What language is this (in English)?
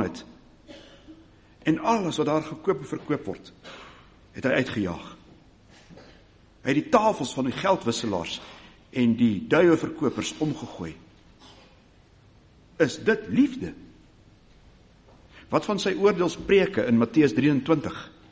Afrikaans